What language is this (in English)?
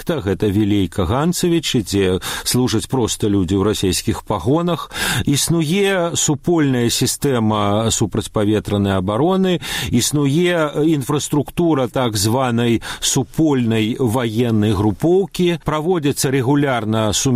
Belarusian